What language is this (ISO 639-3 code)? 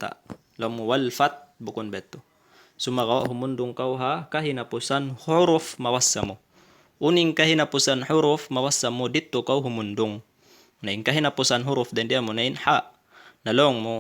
tsg